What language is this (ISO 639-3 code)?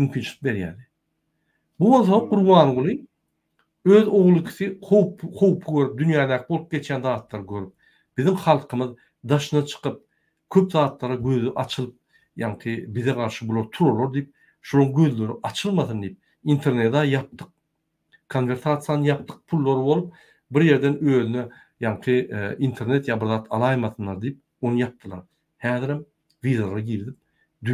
tuk